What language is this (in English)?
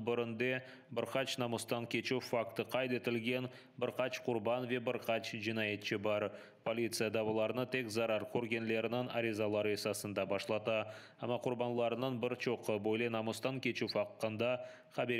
Crimean Tatar